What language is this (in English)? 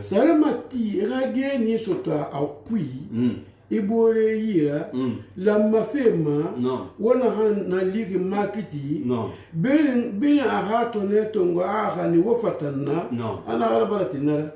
Susu